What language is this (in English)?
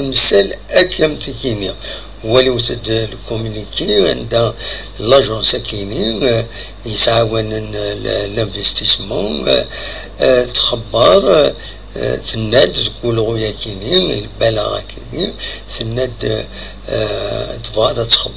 Kabyle